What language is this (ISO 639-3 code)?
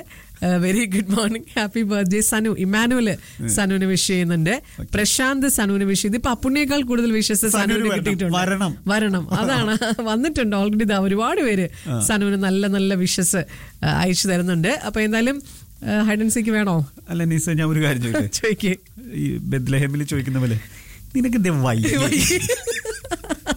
mal